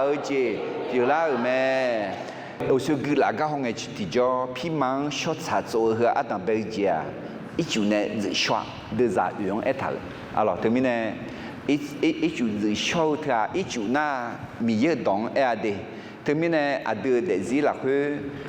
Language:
Akha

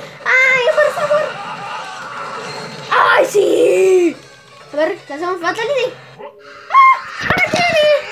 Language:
Spanish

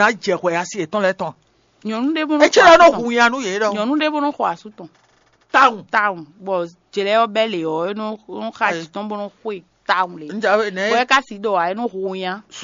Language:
Fon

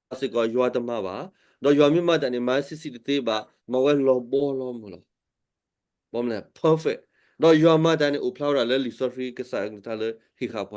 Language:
S'gaw Karen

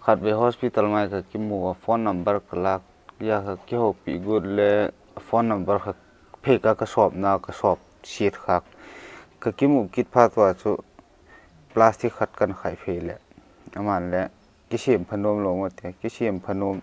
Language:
Paite Chin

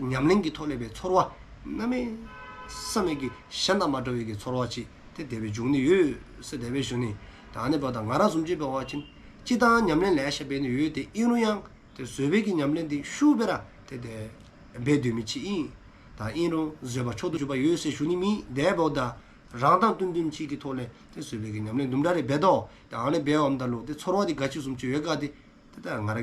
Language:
Dzongkha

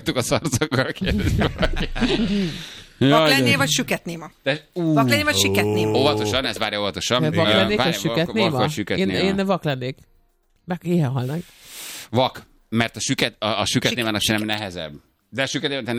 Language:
Hungarian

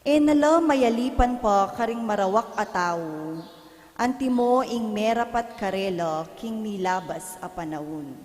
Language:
Pampanga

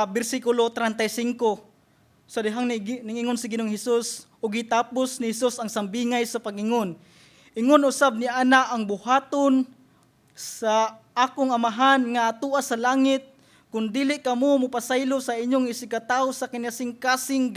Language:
Cebuano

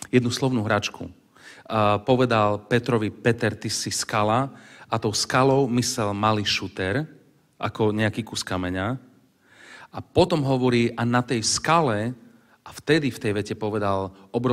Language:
Slovak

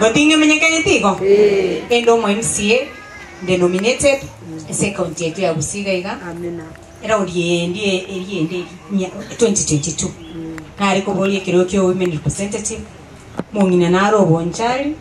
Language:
Gusii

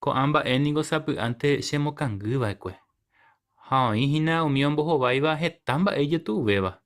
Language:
Guarani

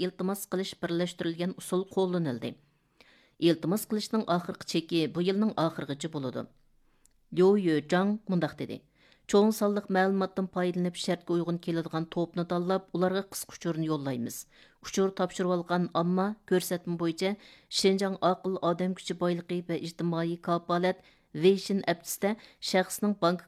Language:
Uyghur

